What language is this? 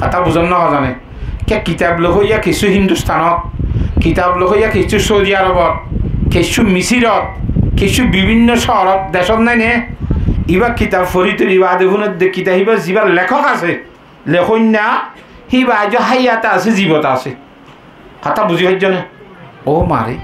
Rohingya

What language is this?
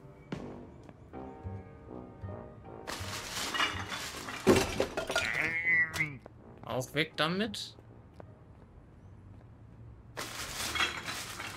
German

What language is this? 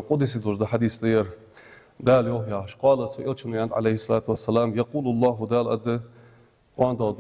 Ingush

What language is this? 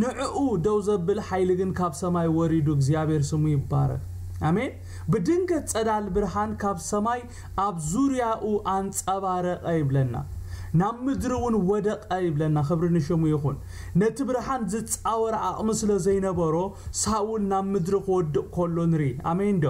Tigrinya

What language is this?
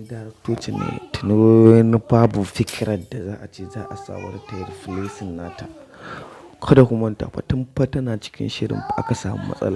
Hausa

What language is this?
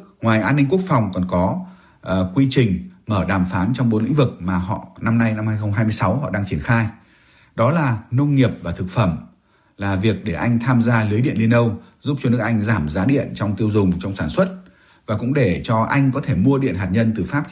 Vietnamese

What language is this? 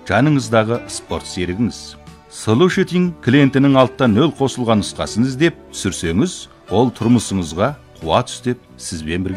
Kazakh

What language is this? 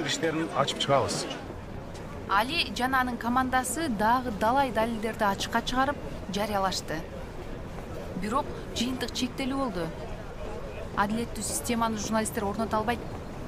Kyrgyz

